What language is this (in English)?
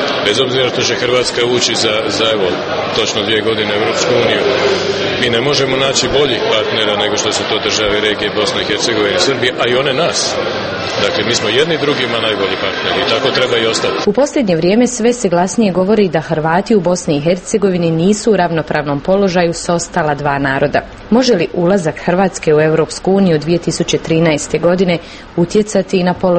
Croatian